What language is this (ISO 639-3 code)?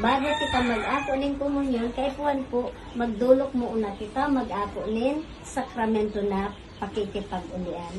bik